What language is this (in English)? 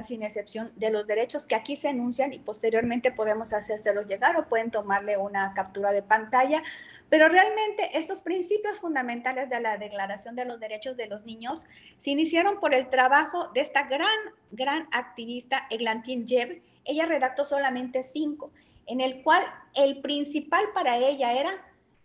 Spanish